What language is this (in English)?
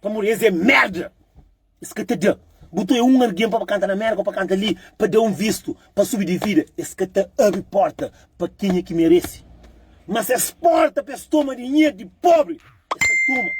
Kabuverdianu